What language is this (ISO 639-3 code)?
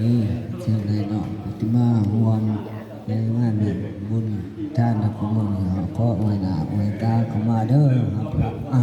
tts